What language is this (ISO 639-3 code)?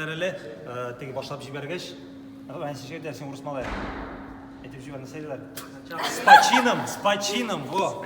tat